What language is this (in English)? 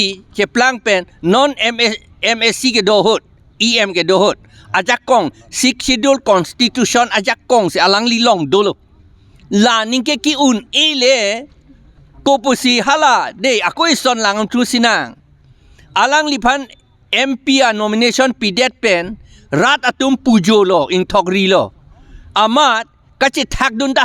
Karbi